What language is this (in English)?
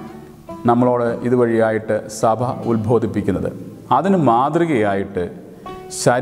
Malayalam